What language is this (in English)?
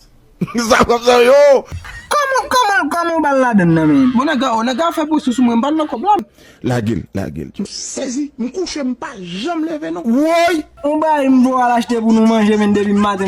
Haitian Creole